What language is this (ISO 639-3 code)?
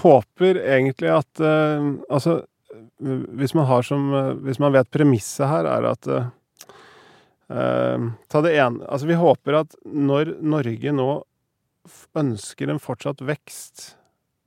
nor